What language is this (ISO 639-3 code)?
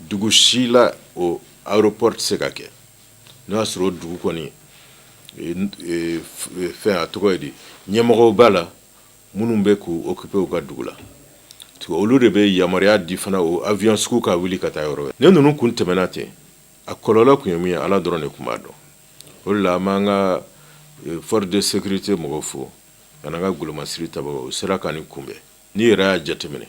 bam